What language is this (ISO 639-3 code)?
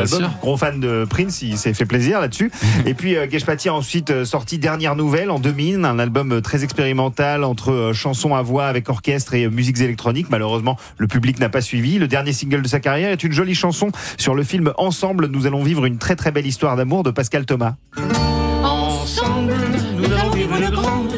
fra